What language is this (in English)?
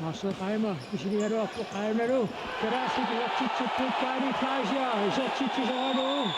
Kalaallisut